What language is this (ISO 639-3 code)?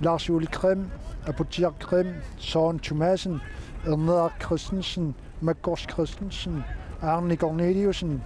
kal